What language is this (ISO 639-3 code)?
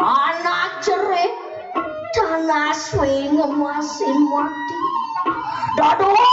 ban